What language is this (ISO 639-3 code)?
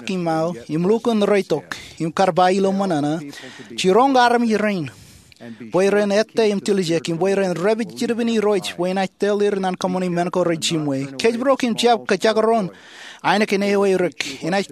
mah